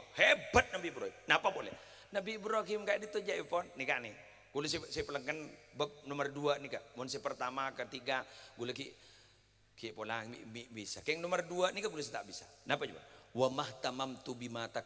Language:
Madurese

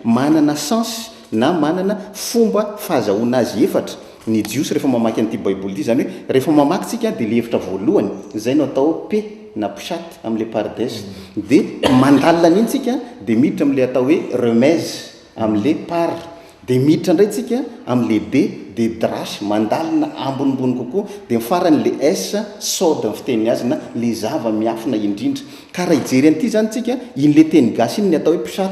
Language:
Malagasy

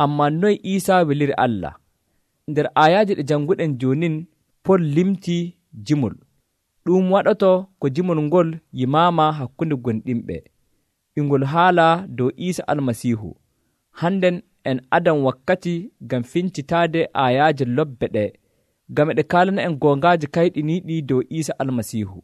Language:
Nigerian Fulfulde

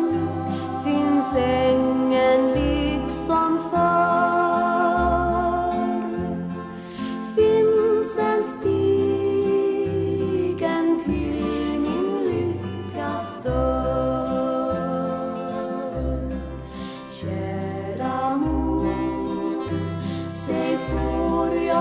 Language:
Swedish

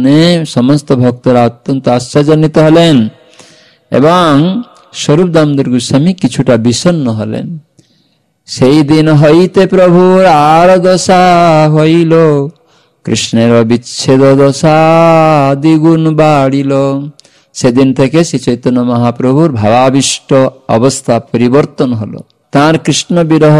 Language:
Bangla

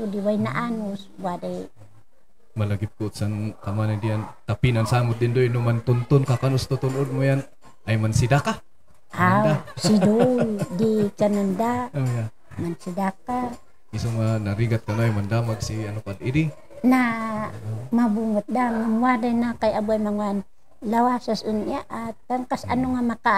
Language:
Kankanaey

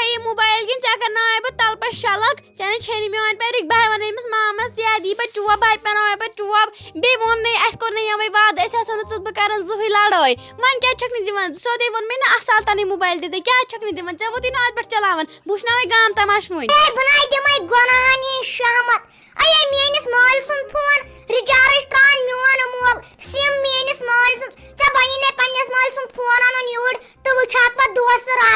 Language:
Kashmiri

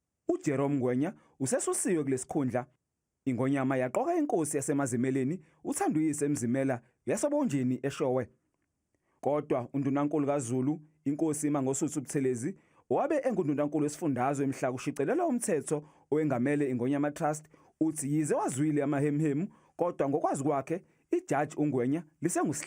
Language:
Zulu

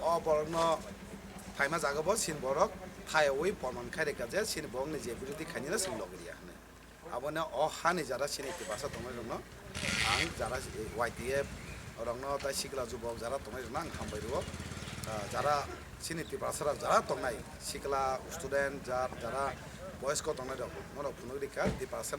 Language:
Kok Borok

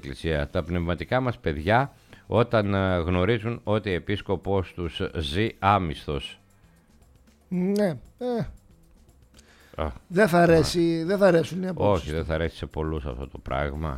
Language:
Greek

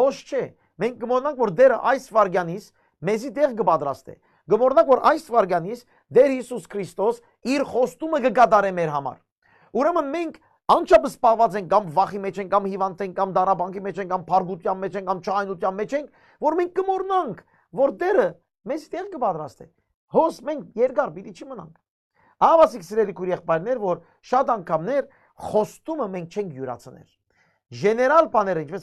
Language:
Western Armenian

